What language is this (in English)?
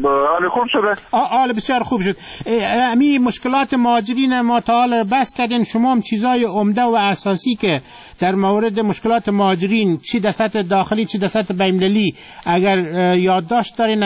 Persian